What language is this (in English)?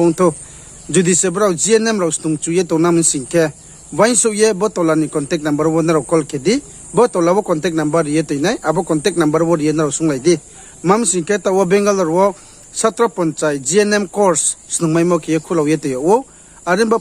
Riang (India)